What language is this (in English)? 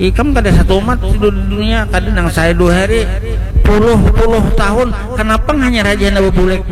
Banjar